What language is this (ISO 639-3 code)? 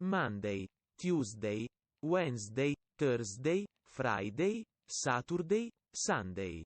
cym